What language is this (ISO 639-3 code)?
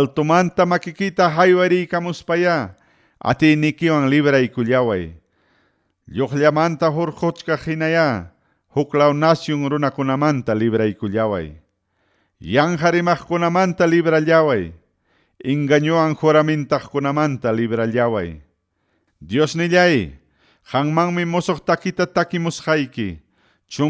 quy